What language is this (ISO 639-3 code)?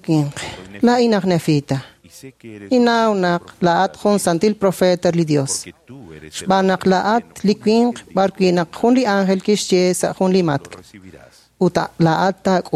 kek